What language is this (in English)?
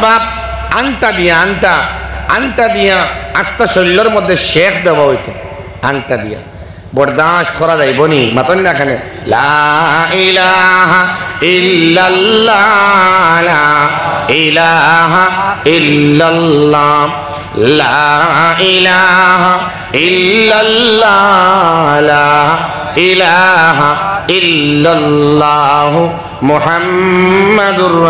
Sylheti